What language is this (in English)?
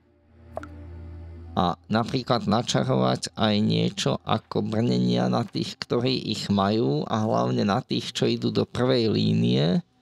Slovak